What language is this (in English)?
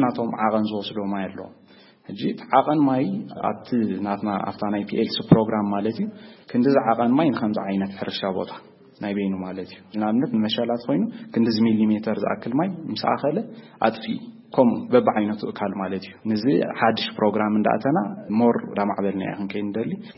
Tigrinya